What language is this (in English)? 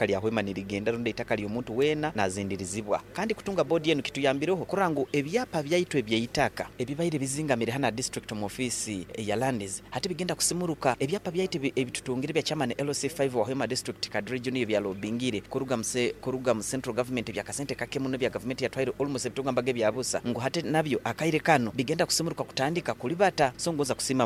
Nyoro